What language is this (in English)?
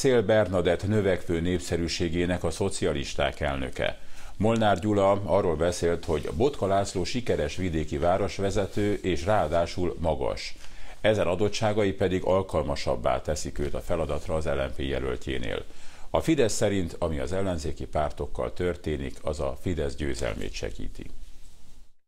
Hungarian